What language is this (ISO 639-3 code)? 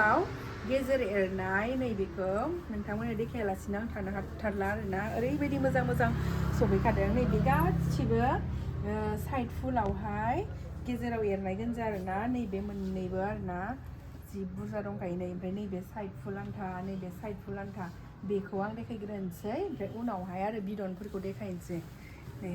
brx